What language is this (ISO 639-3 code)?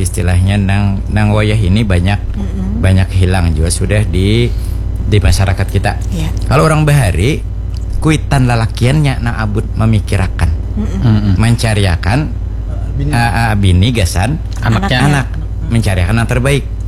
bjn